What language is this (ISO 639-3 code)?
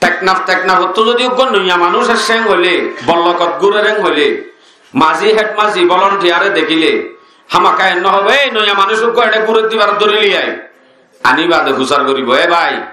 rhg